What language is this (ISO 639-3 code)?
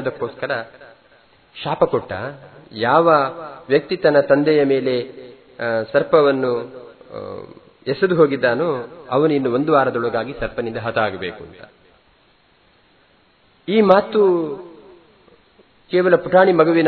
kan